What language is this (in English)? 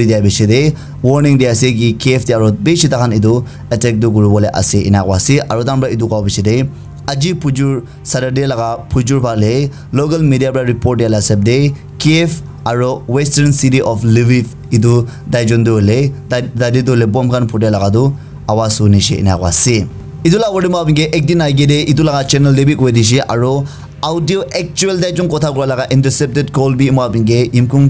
Naga Pidgin